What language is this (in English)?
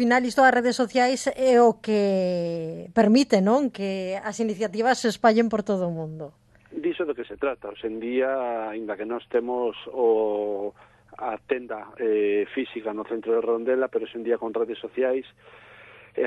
Galician